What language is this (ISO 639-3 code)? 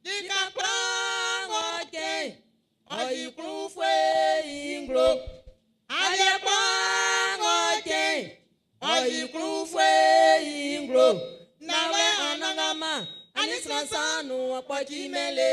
bci